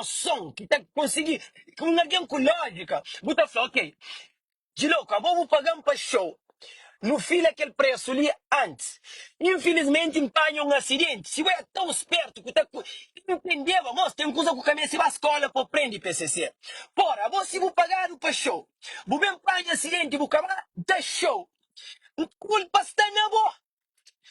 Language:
Kabuverdianu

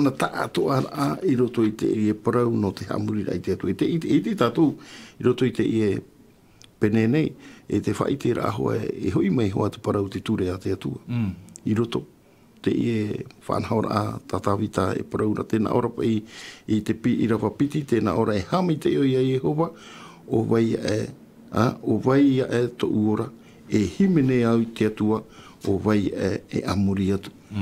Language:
Tahitian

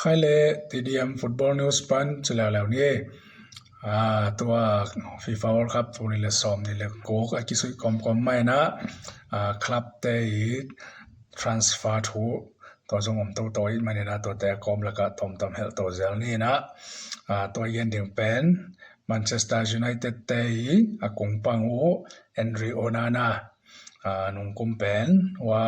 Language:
Tedim Chin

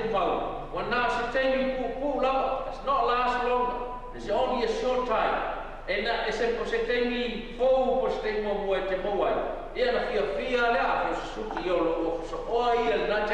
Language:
Samoan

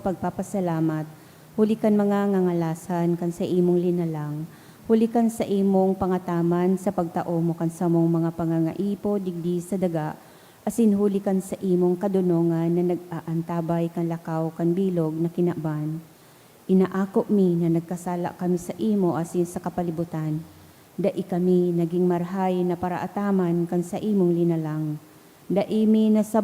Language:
Bikol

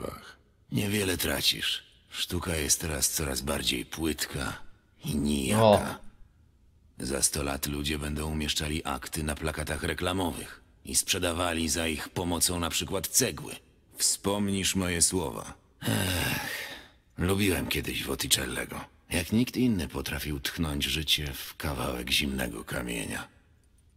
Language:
Polish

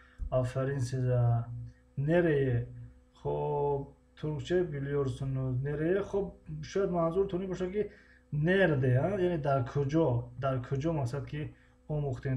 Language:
Tajik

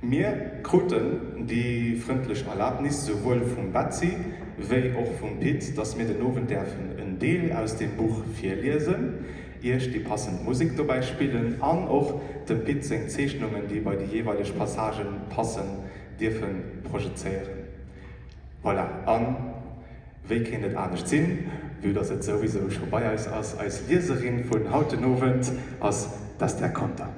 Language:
Luxembourgish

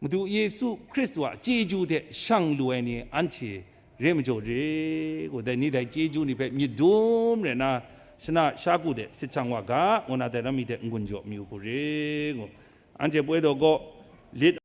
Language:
Kachin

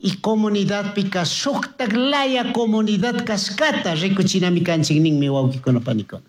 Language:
Chimborazo Highland Quichua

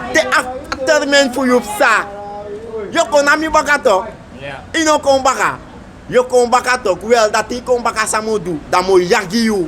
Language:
Sranan Tongo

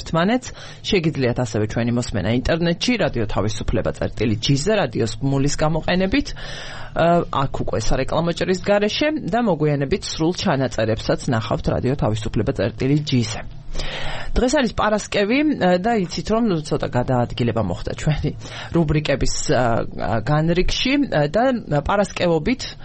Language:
Georgian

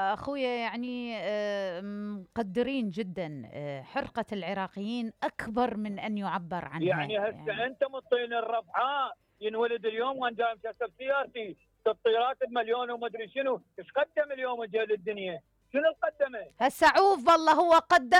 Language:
Mesopotamian Arabic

